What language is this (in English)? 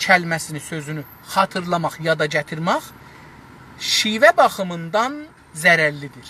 South Azerbaijani